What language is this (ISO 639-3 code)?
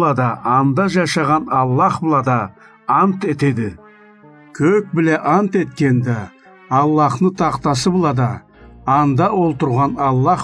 krc